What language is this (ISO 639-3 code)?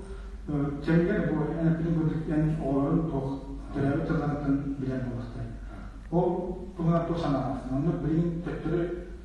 sah